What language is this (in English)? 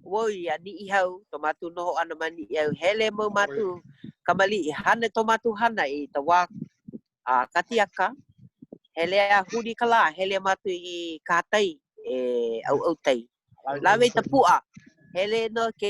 Hawaiian